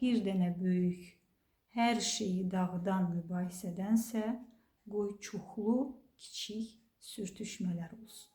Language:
Azerbaijani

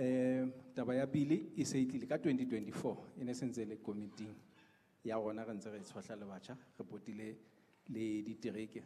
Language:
Southern Sotho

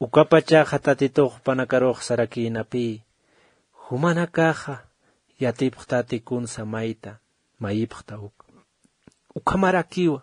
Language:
Aymara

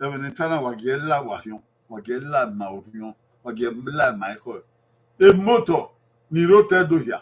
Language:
Bini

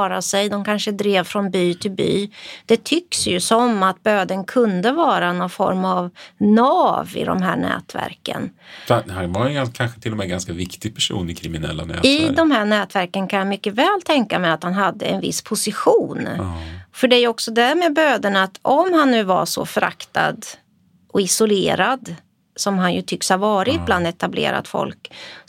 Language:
Swedish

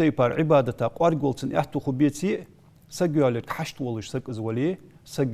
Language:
Ingush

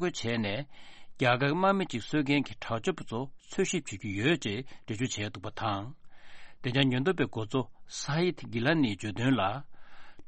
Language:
Tibetan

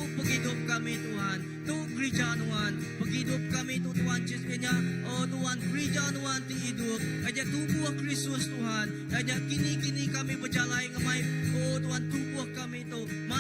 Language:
Iban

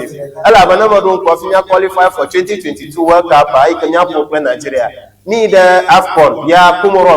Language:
Ewe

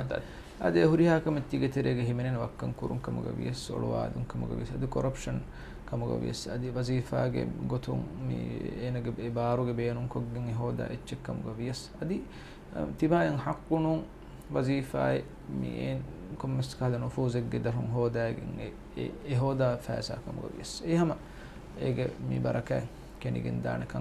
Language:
Divehi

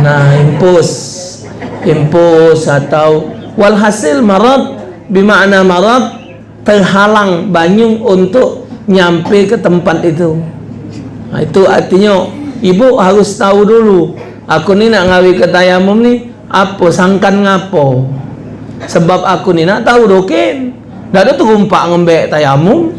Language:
Musi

